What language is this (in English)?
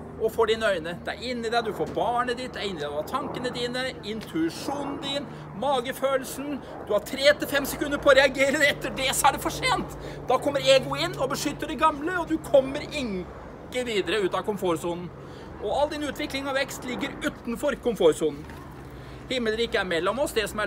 Norwegian